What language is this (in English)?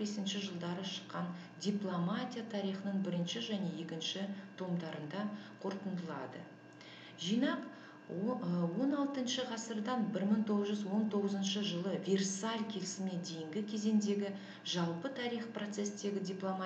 Kazakh